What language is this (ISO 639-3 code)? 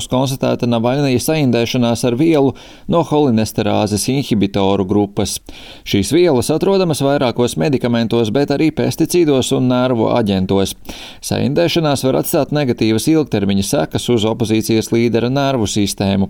lav